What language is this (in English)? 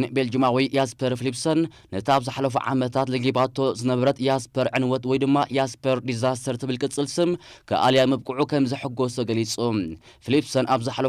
Tigrinya